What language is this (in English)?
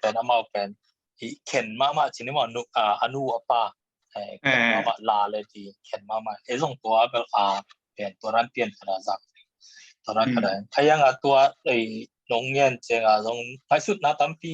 Tedim Chin